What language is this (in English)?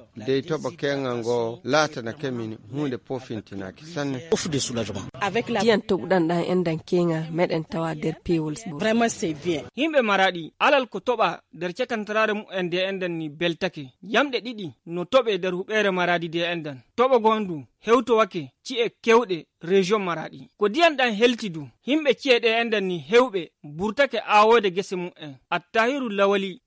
Fula